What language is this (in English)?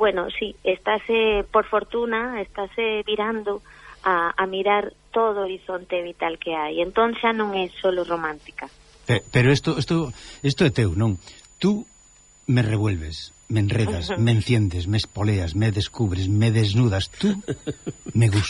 Galician